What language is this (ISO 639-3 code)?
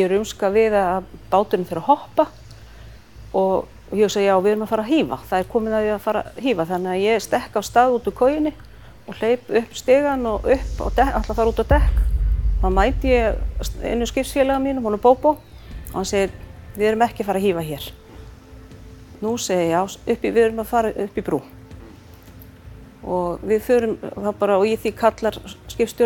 isl